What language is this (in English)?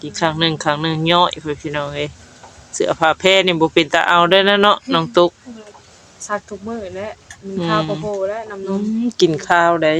Northeastern Thai